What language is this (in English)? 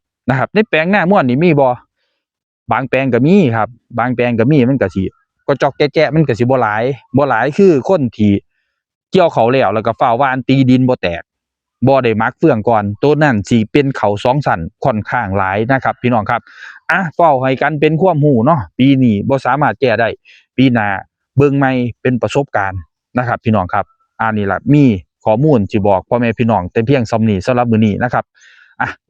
Northeastern Thai